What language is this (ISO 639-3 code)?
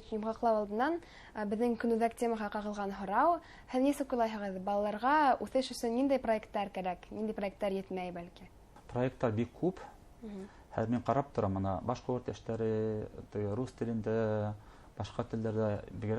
bak